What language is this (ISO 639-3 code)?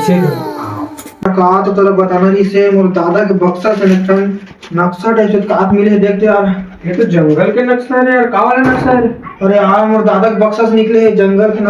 hne